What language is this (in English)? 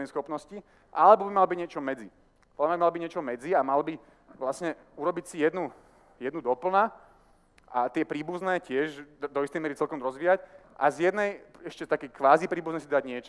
Slovak